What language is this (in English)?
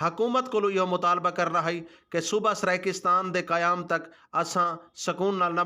Saraiki